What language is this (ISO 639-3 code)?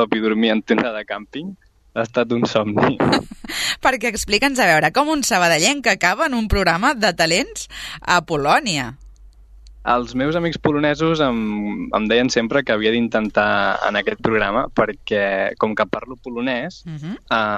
cat